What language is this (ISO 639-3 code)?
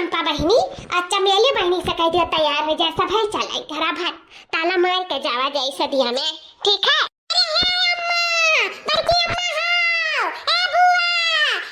awa